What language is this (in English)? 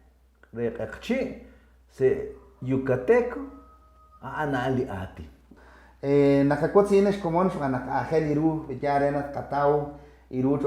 Kekchí